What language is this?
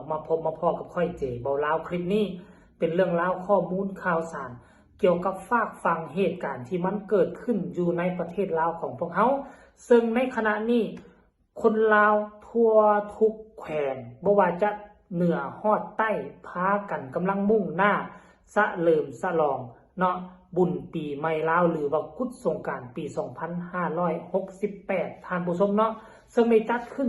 Northeastern Thai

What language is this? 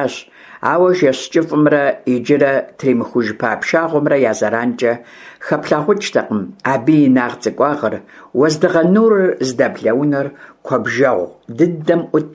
Kabardian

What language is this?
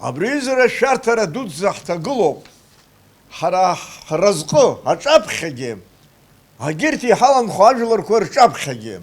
Abkhazian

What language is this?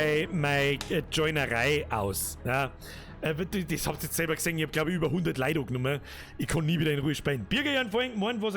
Bavarian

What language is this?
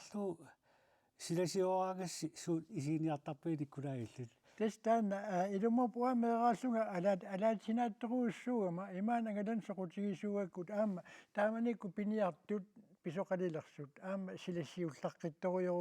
Kalaallisut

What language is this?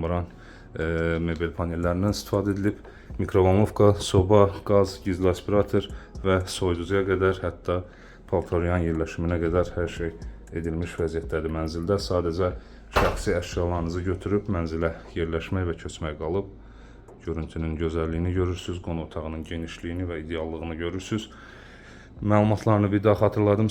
Azerbaijani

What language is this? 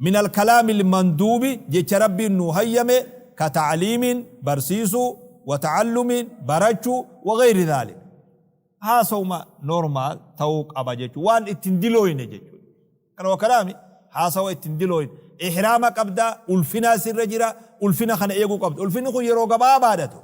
Oromo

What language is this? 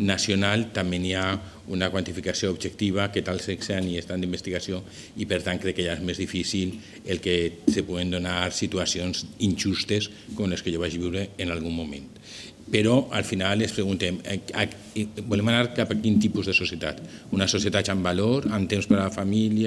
Catalan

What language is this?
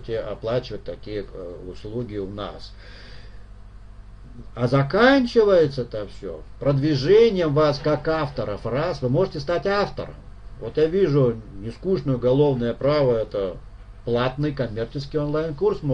Russian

